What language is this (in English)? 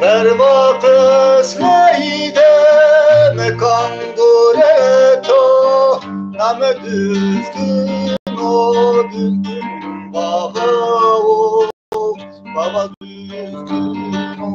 Zaza